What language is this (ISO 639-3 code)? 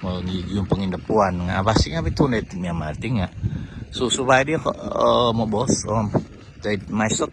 dtp